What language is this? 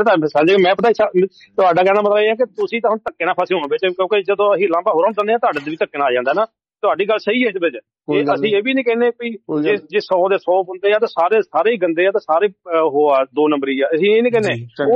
Punjabi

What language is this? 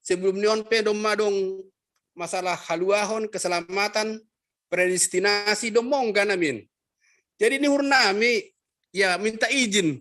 Batak Simalungun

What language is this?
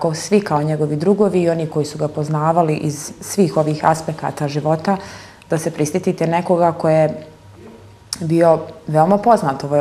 Bosnian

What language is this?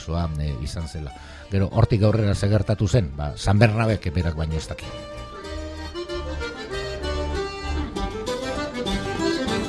Basque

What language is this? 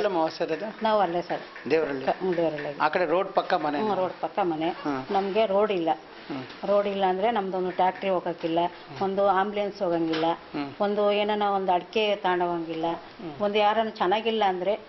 Kannada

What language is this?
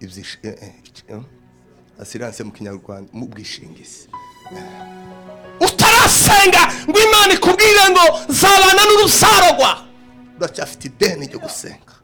Kinyarwanda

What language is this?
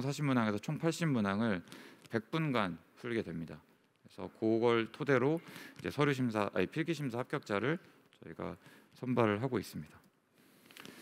Korean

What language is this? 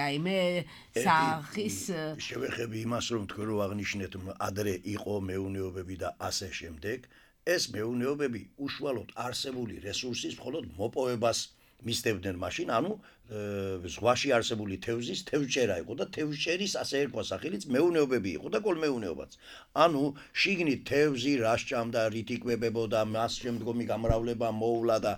Georgian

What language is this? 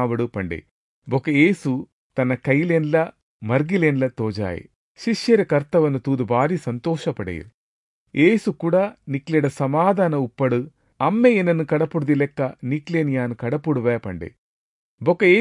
Tulu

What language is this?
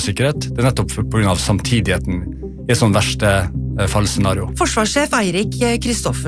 Norwegian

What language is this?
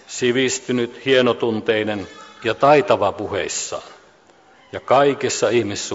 Finnish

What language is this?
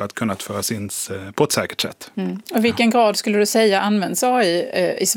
Swedish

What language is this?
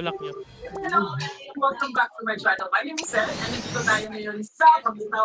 Filipino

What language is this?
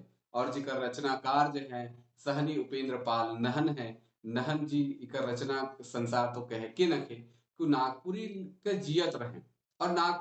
Sadri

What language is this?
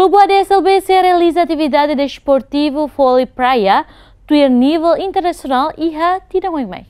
Tetum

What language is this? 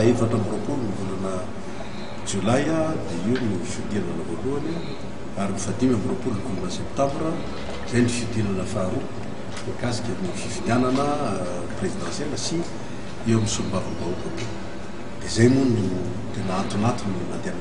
Malagasy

